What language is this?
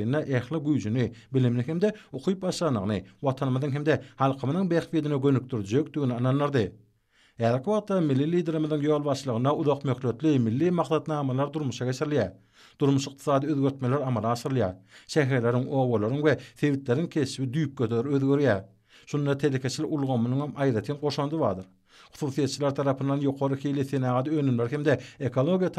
Turkmen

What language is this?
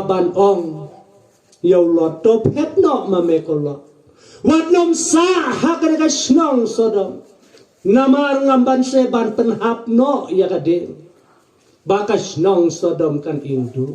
Khasi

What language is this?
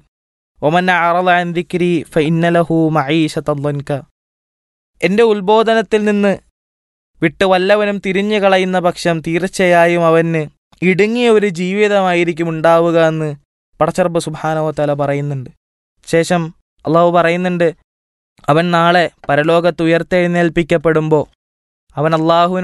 Malayalam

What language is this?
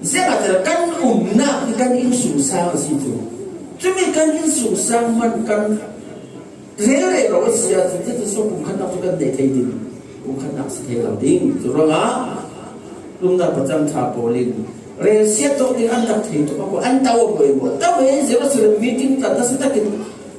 Falam Chin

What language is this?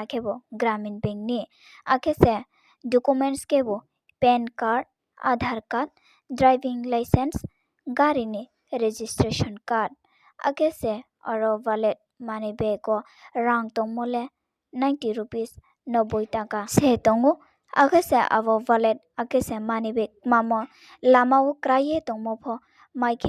Riang (India)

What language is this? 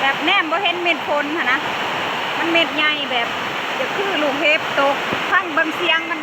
Lao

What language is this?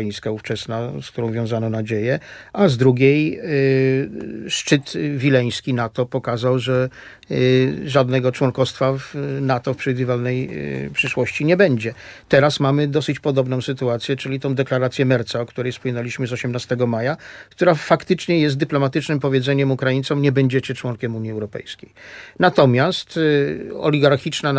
Polish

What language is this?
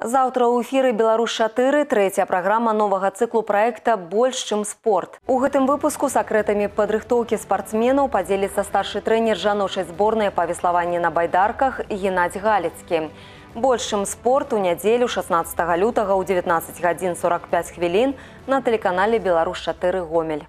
Belarusian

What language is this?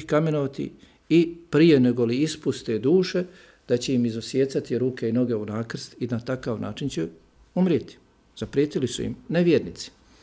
Bosnian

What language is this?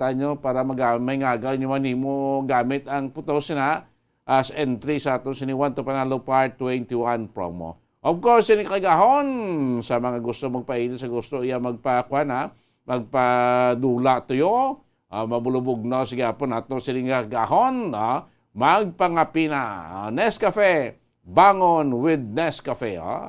Hiligaynon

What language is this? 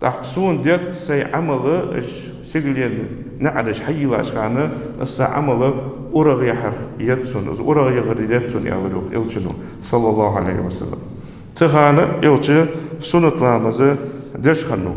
Ingush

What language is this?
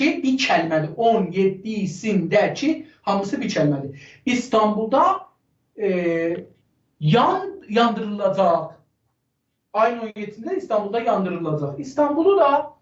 South Azerbaijani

